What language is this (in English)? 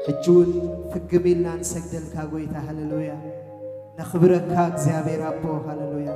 Tigrinya